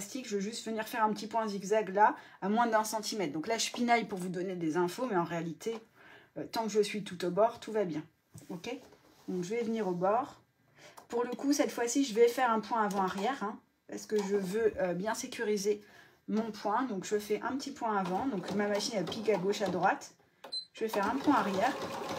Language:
French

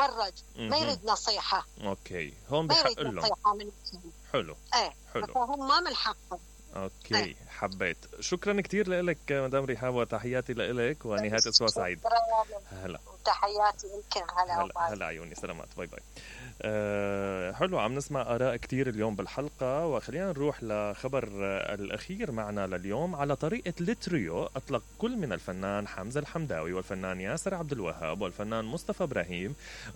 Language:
Mesopotamian Arabic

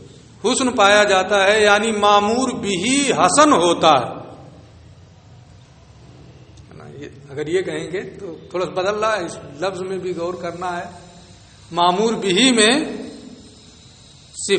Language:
Urdu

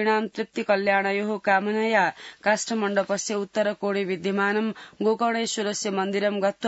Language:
Sanskrit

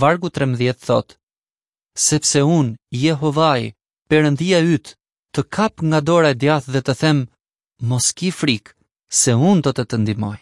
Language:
Albanian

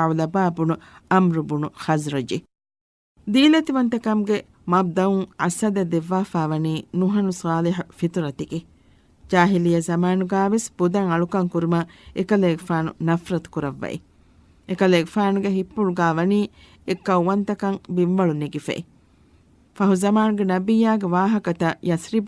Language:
Divehi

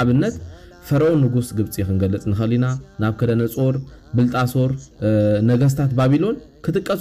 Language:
Tigrinya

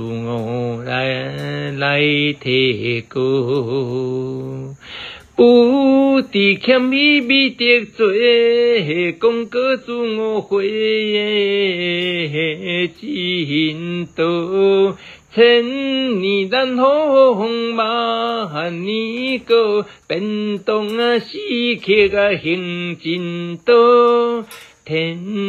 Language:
Min Nan Chinese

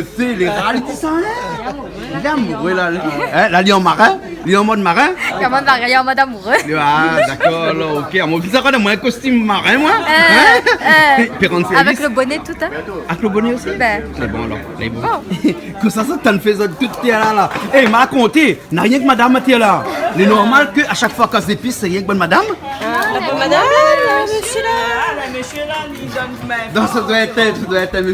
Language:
Réunion Creole French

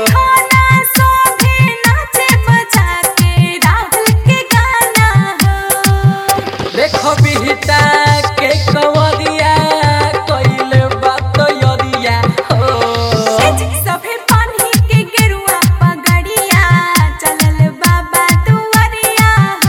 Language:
Bhojpuri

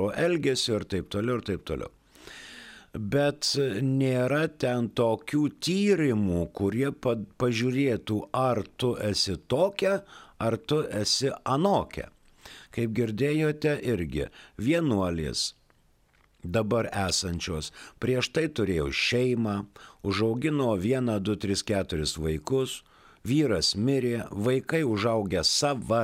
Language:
Lithuanian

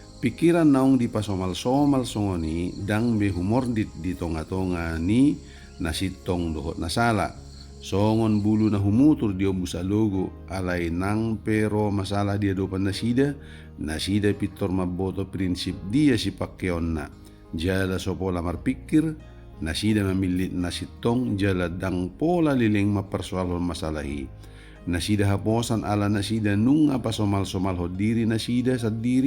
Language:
Batak Toba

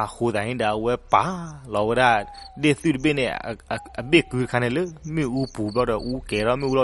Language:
S'gaw Karen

